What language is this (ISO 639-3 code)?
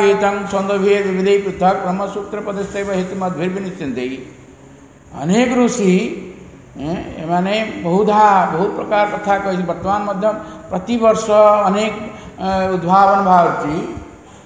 ori